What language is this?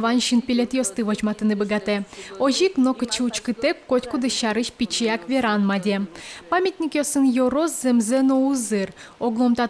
Udmurt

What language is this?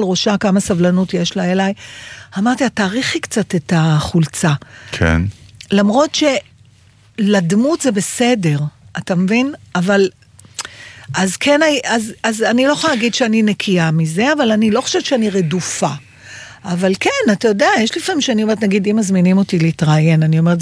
Hebrew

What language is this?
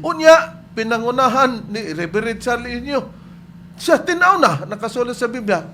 Cebuano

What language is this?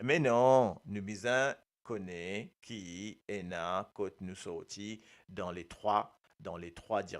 Morisyen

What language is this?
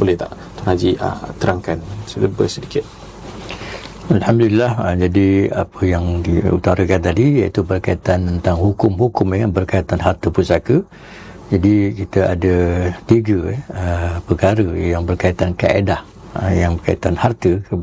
Malay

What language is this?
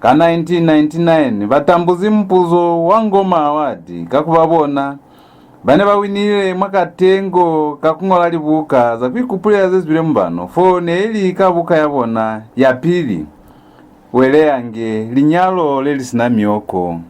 Lozi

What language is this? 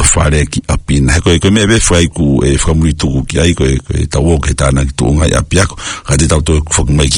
Tongan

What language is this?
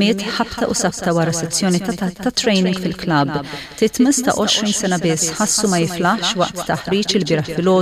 Maltese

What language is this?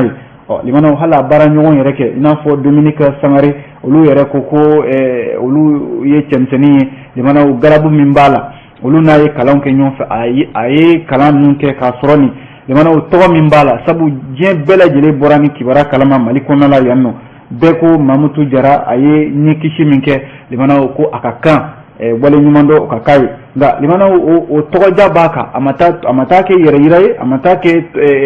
Bambara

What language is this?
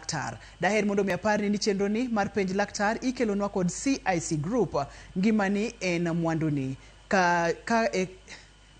Luo (Kenya and Tanzania)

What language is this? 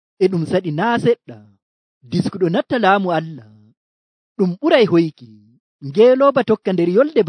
Nigerian Fulfulde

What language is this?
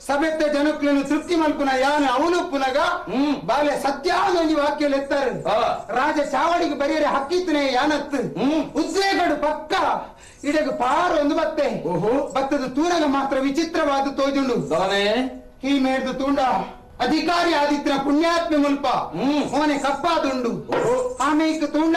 Tulu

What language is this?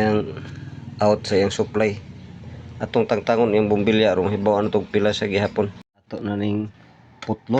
Cebuano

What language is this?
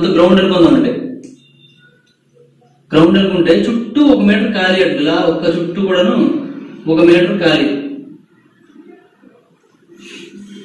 Telugu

